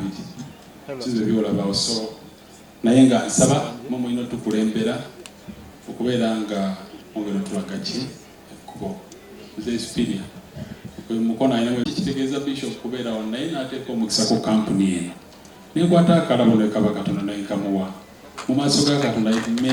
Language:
Ganda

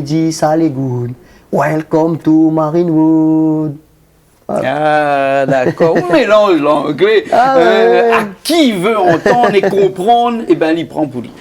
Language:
Réunion Creole French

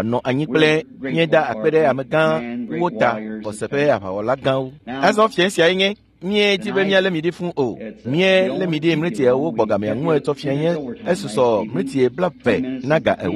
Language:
Ewe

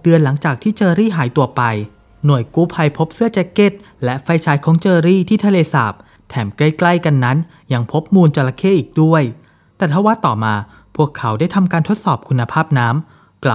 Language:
Thai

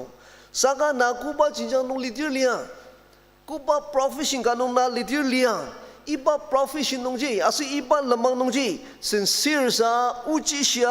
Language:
Ao Naga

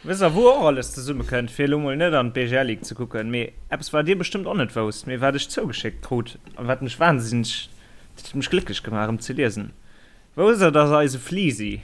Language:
Luxembourgish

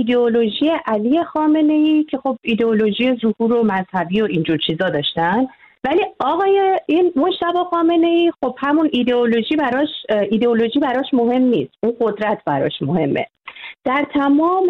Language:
Persian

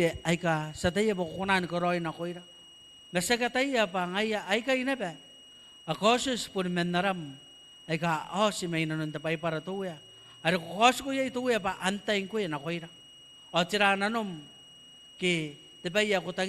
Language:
Gilbertese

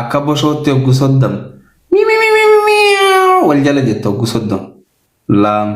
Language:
Oromo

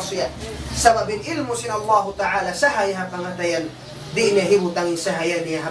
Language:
Tausug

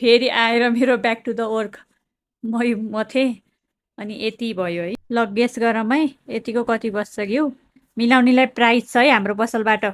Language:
Nepali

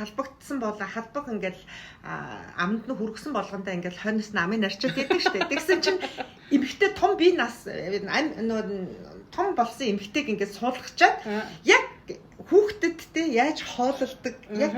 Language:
Mongolian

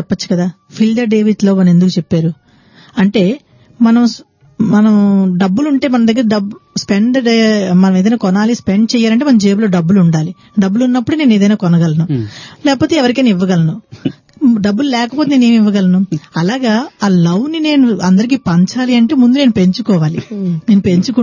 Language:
Telugu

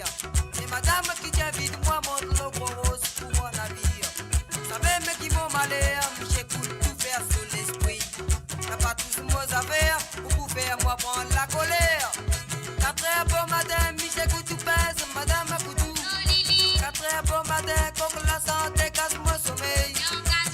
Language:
Morisyen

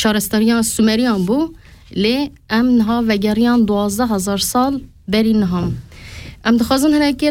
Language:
Kurdish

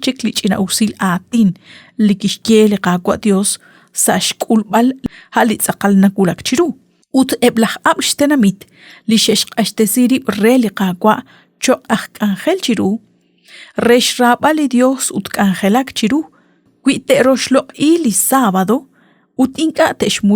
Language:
Kekchí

